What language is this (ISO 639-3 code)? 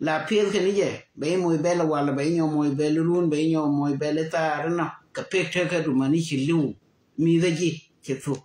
nus